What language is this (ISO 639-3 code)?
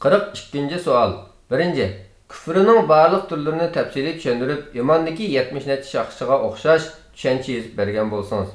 uig